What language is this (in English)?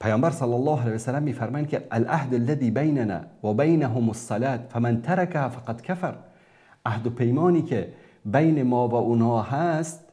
Persian